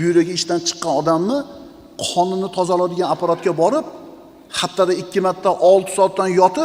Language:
Uzbek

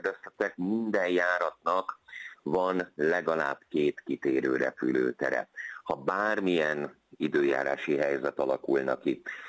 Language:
Hungarian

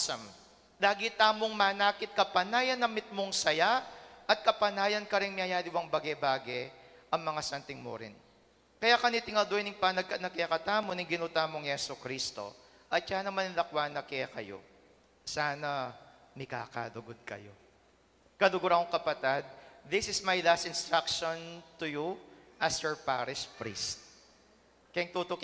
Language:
Pampanga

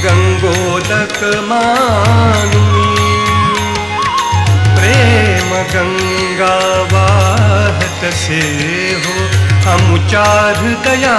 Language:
Marathi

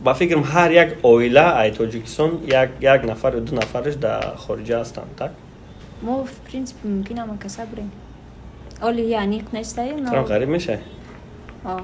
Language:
Tajik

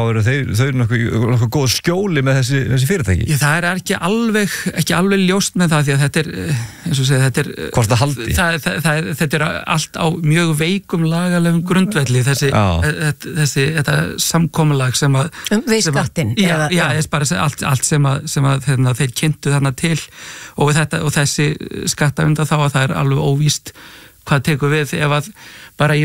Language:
Icelandic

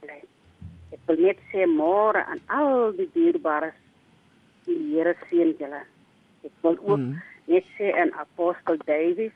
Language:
Afrikaans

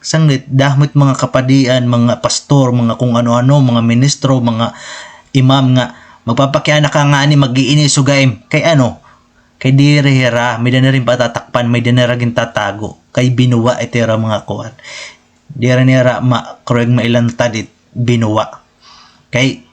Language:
Waray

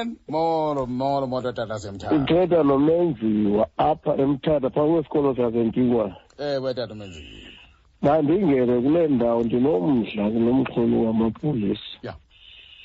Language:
Xhosa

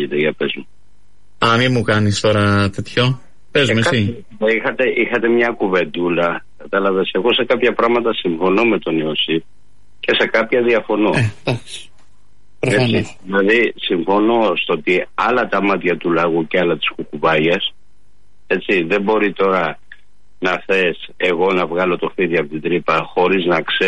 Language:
Greek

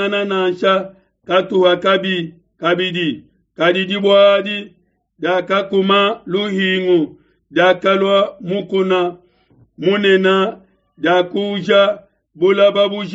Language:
Luba-Lulua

